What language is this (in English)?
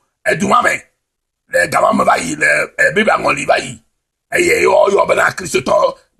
Ewe